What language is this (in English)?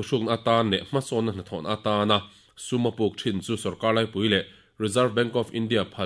Mizo